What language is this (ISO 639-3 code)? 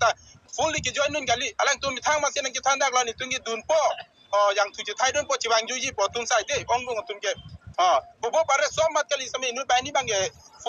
mjw